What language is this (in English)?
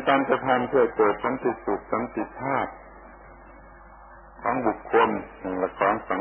Thai